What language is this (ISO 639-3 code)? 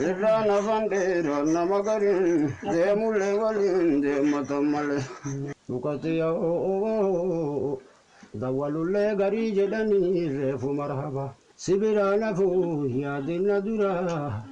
orm